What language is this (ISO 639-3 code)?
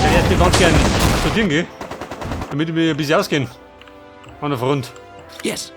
bar